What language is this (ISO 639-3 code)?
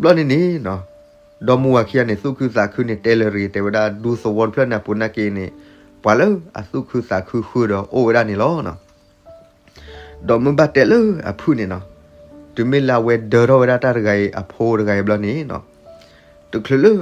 ksw